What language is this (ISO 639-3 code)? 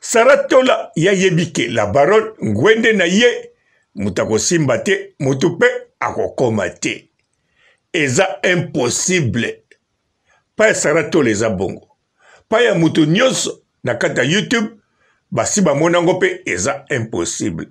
lin